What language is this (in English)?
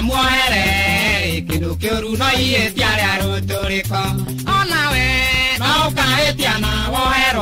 Kikuyu